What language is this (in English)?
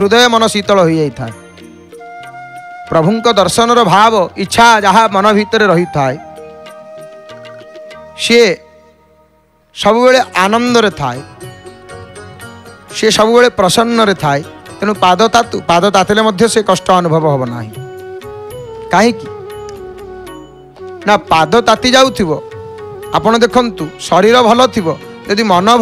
Odia